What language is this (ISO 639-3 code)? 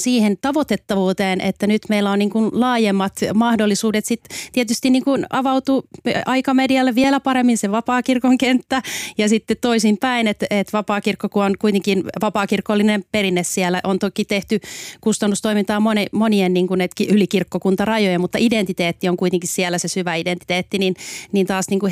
fin